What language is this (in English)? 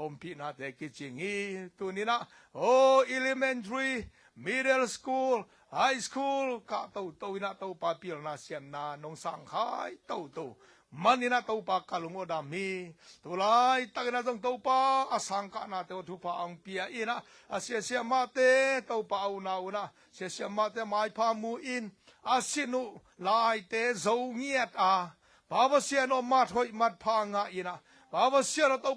Tedim Chin